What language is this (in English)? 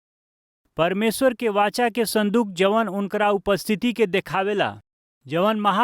Bhojpuri